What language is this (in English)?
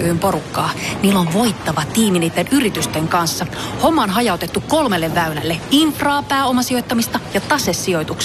Finnish